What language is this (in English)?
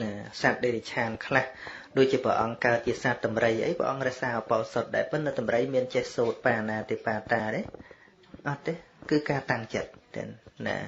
Khmer